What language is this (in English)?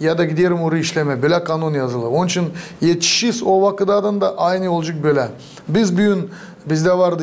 Gagauz